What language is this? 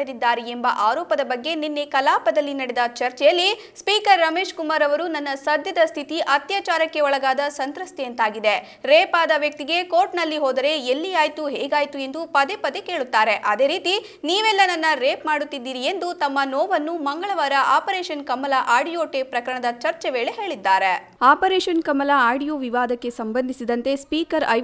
Kannada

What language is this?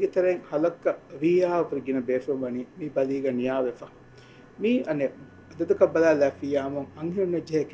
Divehi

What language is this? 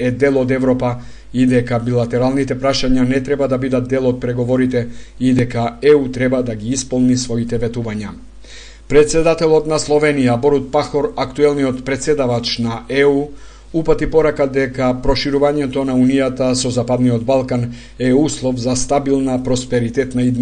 Macedonian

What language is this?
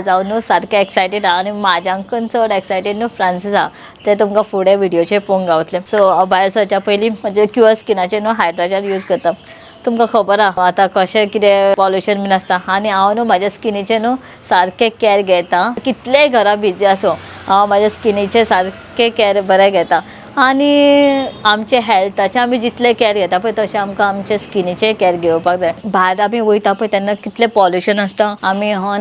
Konkani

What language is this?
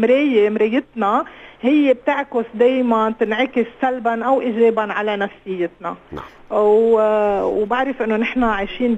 North Levantine Arabic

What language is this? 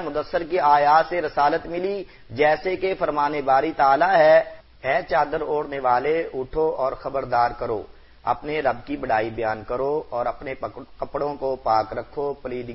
Urdu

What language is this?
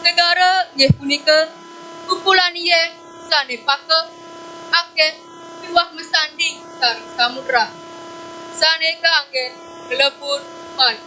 Balinese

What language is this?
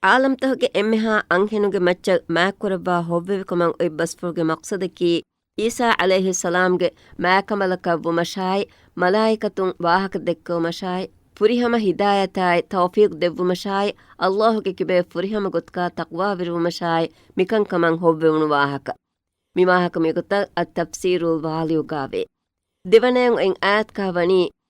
Divehi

